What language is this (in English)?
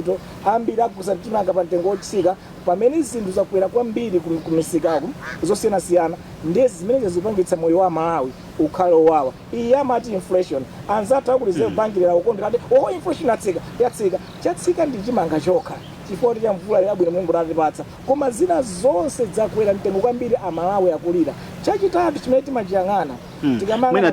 Nyanja